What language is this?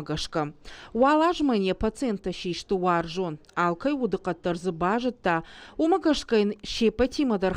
Ossetic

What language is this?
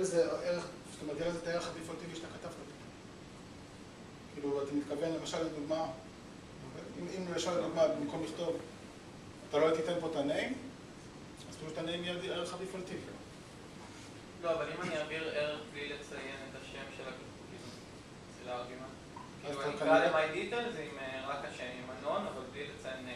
Hebrew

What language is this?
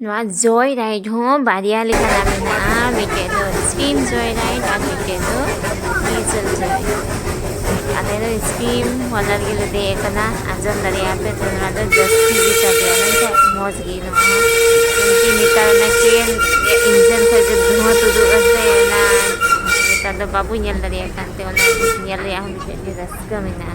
Santali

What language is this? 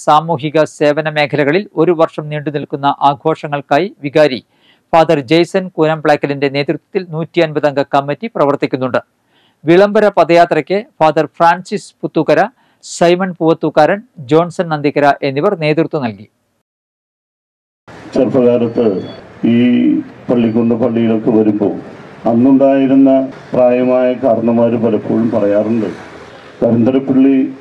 Malayalam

